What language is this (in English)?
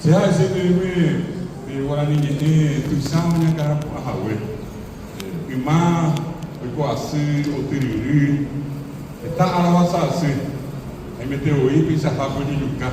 Guarani